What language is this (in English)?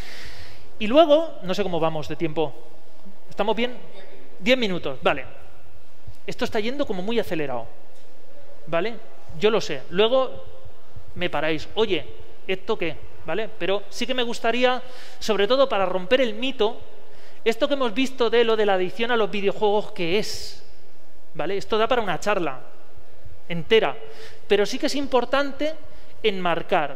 Spanish